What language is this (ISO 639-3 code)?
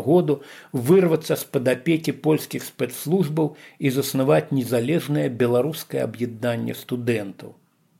bel